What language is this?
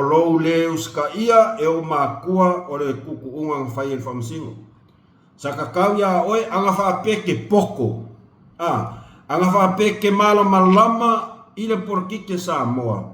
Samoan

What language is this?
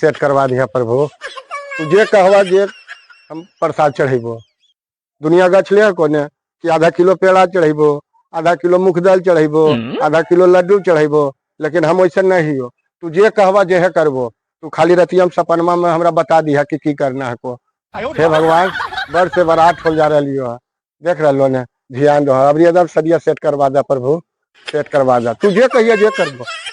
Magahi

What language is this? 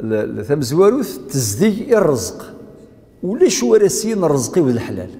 Kabyle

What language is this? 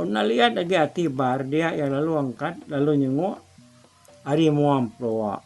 Iban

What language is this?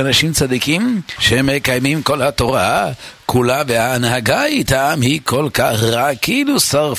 Hebrew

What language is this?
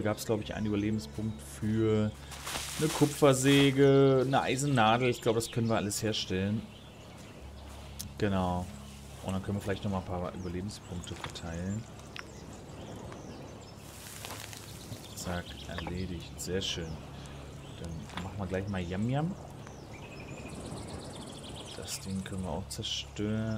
German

